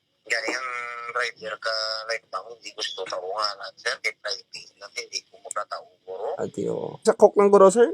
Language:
Hiligaynon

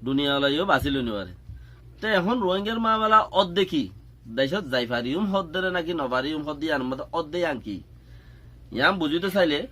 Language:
Rohingya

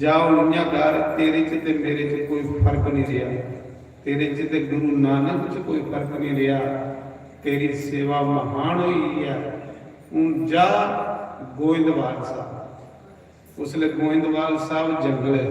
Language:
Dogri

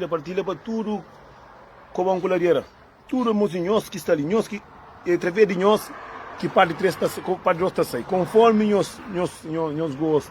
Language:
Kabuverdianu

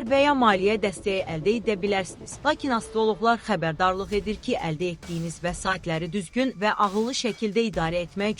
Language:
Azerbaijani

